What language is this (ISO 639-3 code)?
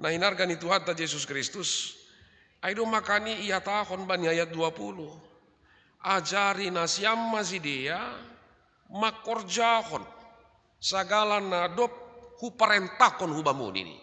bts